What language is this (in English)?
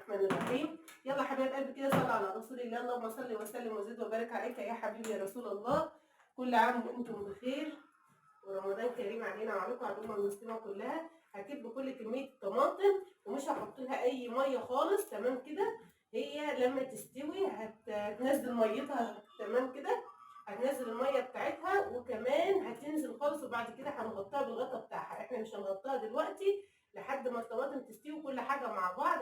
Egyptian Arabic